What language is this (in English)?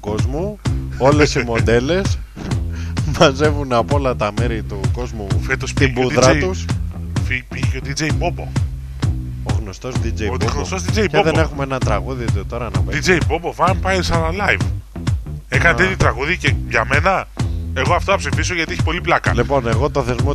Greek